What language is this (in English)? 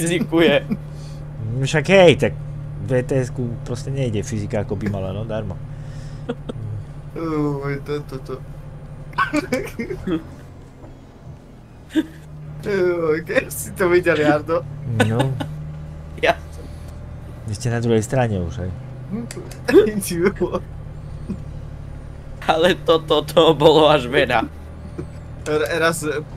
Slovak